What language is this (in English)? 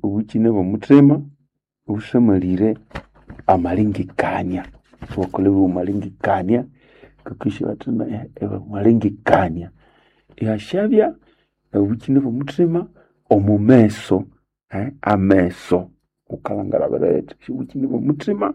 Nande